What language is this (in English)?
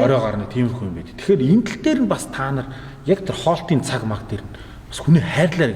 Mongolian